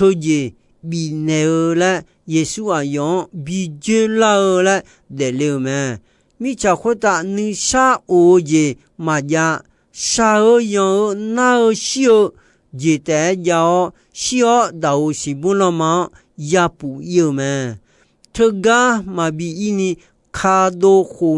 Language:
Akha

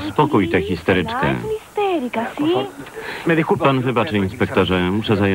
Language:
Polish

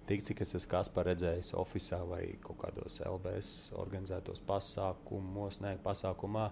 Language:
Latvian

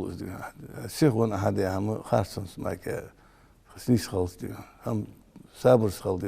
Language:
Ingush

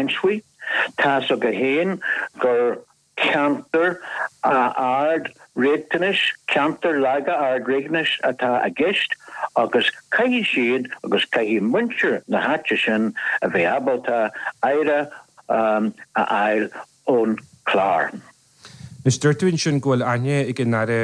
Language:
Irish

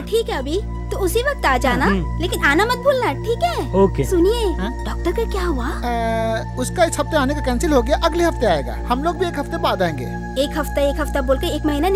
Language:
Hindi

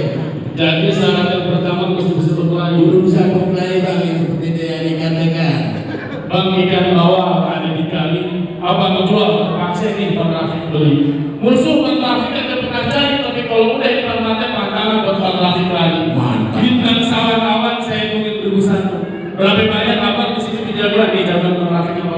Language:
Betawi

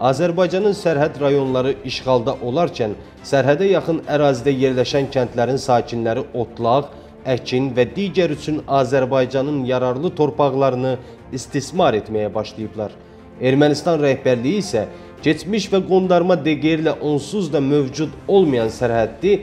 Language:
Azerbaijani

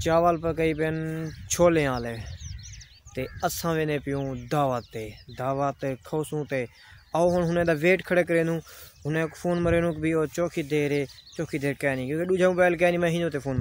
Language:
Saraiki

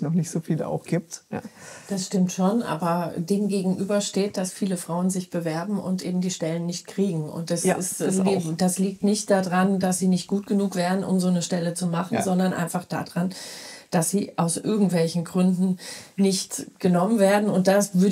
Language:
German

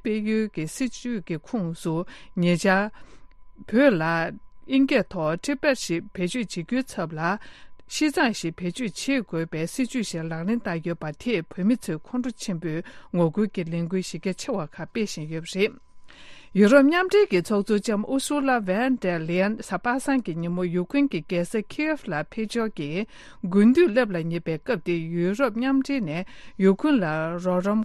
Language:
Tibetan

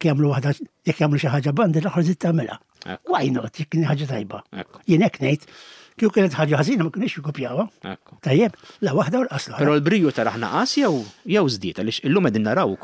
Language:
Maltese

